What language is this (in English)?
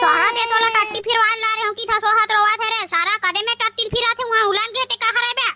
Chhattisgarhi